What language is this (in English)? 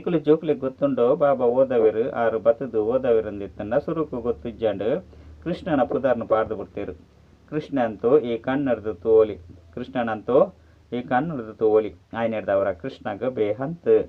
Tulu